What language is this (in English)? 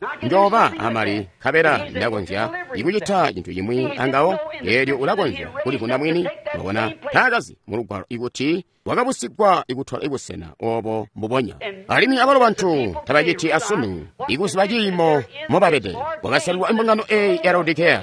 Tonga (Zambia)